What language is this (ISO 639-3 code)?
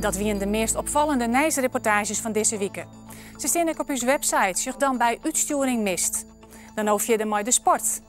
fry